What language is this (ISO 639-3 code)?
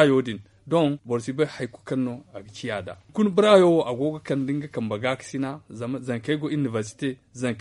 dje